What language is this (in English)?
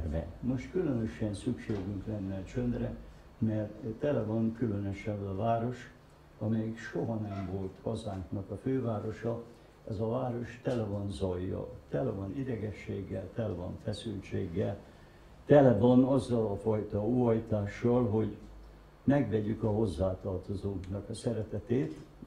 Hungarian